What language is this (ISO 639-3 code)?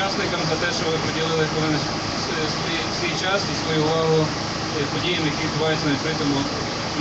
ukr